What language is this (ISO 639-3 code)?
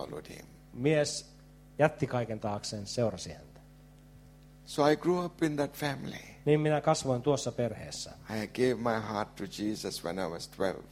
fin